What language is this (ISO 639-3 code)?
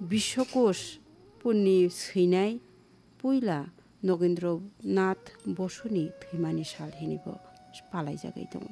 trp